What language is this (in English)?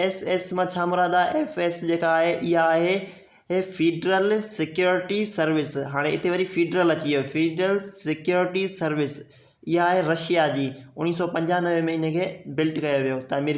Sindhi